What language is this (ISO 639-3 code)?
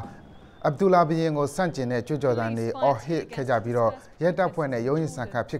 mya